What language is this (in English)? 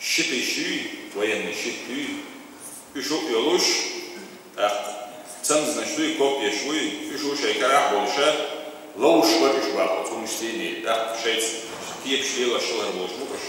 Chechen